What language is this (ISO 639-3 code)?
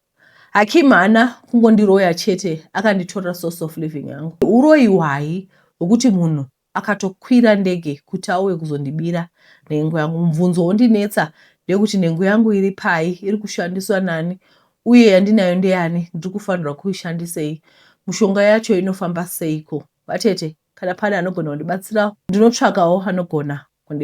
sna